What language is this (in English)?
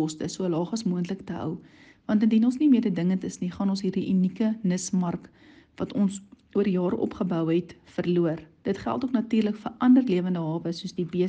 Afrikaans